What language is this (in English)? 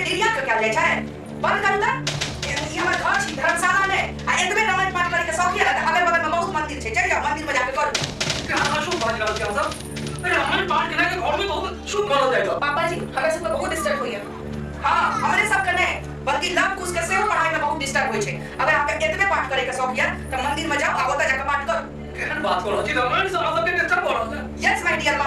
Maithili